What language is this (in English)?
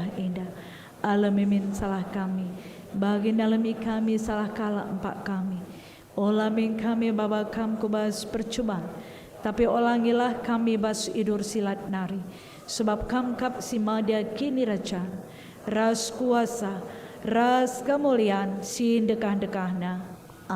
Batak Karo